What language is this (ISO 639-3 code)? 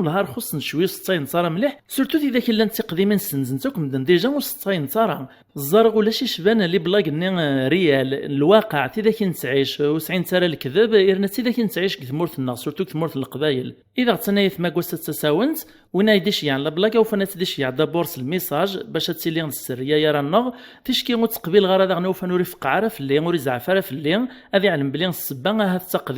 kab